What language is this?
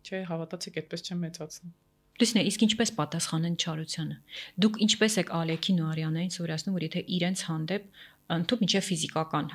Armenian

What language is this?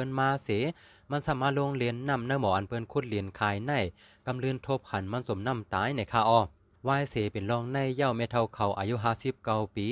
Shan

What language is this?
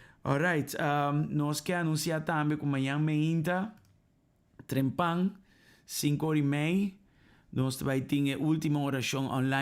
Papiamento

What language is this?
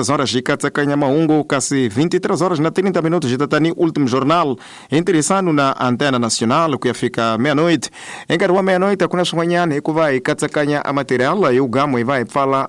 Tsonga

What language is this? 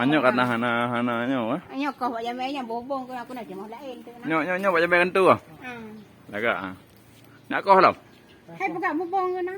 Achinese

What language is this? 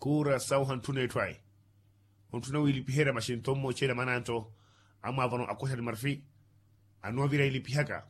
Makhuwa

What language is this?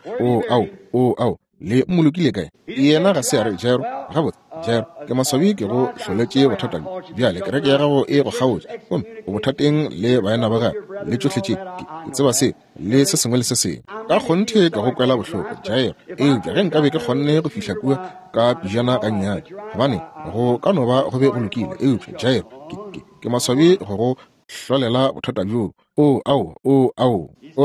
Northern Sotho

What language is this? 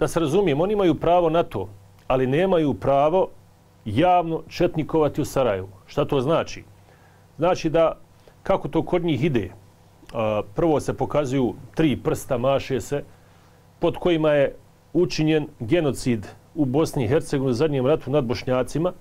Bosnian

